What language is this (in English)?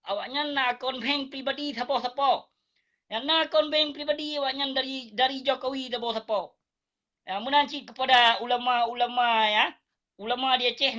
Achinese